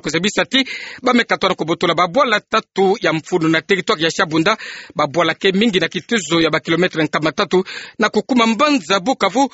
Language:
Kituba (Democratic Republic of Congo)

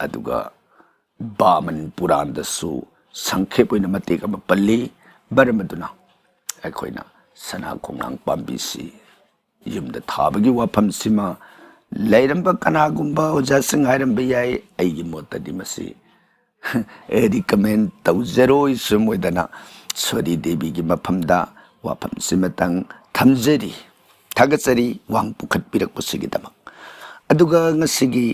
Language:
Manipuri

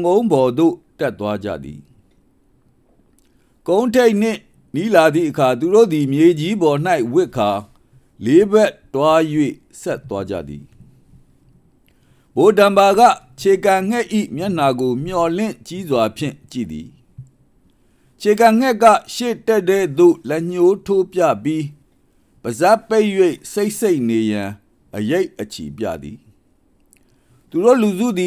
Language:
Burmese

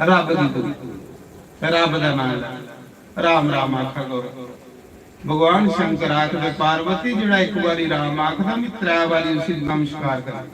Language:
Dogri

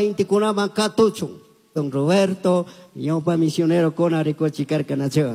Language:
Chimborazo Highland Quichua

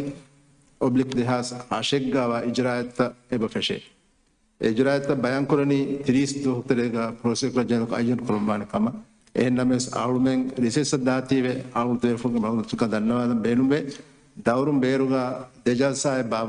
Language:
Divehi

